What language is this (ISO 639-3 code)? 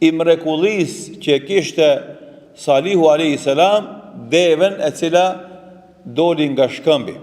sqi